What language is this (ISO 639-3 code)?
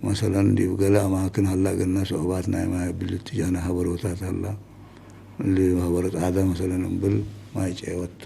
tig